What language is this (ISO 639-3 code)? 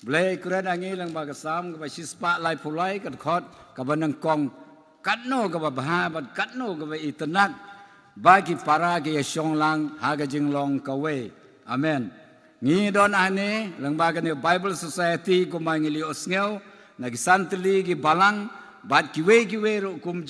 kha